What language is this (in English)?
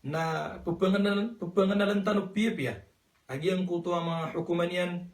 Maranao